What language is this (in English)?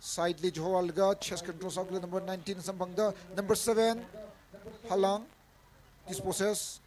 Tangkhul Naga (India)